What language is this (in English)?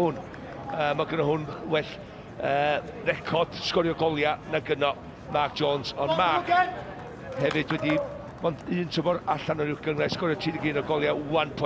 Welsh